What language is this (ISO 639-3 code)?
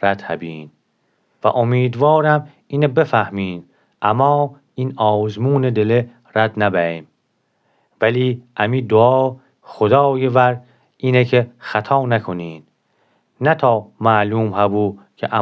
glk